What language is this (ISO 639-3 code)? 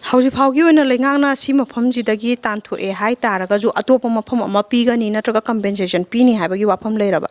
mni